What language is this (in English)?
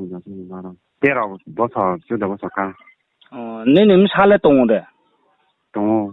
Riang (India)